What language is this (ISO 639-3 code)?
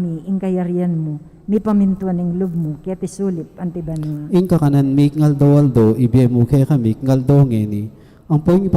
pam